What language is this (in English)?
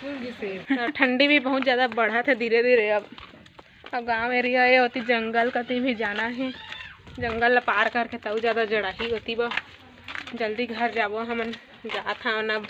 Chhattisgarhi